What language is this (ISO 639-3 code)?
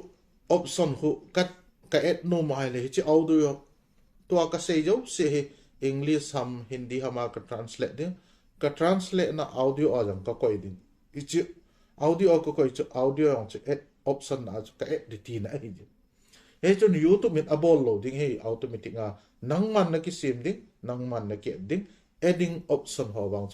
tcz